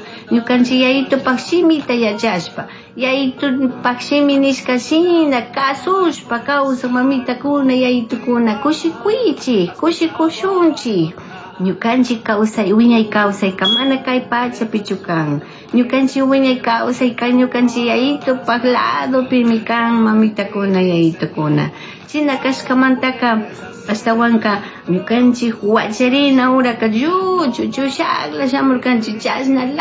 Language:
Chimborazo Highland Quichua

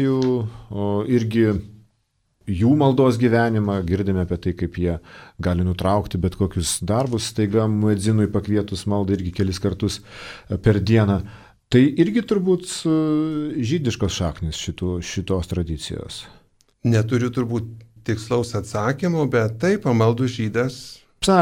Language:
Lithuanian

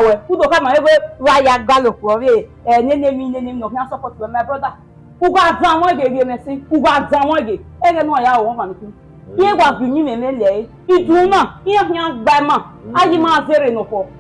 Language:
Bini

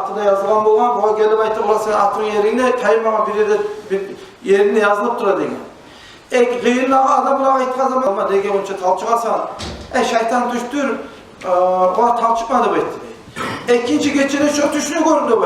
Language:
Kumyk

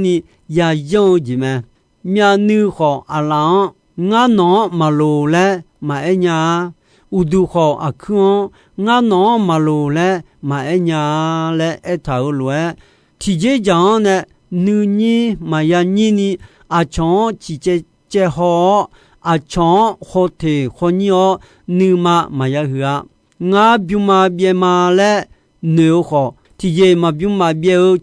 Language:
Akha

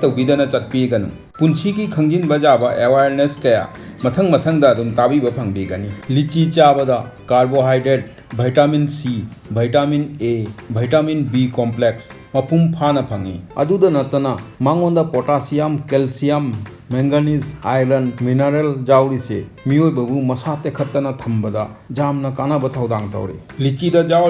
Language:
Manipuri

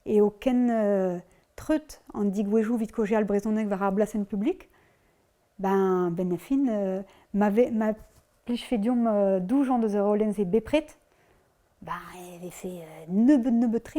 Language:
Breton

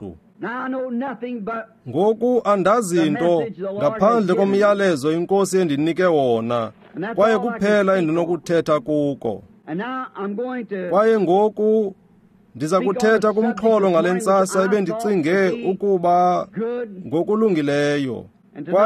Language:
Xhosa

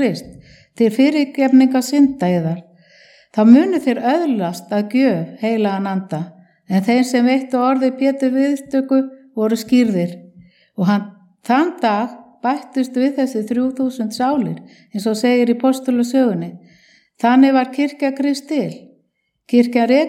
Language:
Icelandic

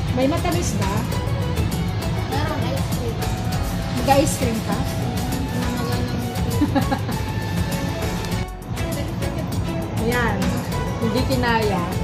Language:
Filipino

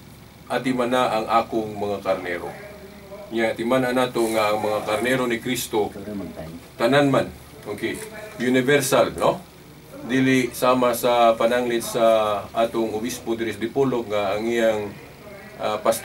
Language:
Cebuano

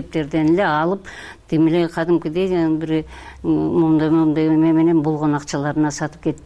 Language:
Kyrgyz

